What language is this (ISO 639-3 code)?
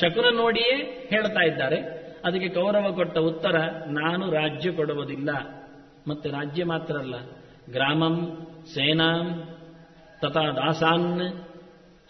kan